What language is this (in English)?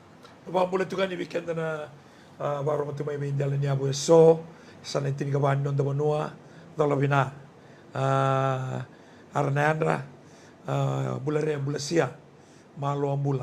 Fijian